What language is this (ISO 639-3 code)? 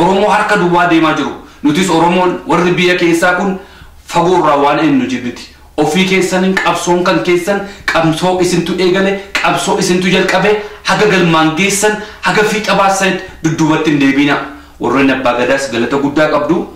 orm